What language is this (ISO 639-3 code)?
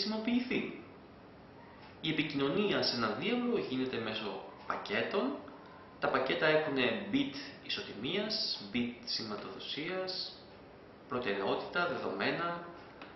ell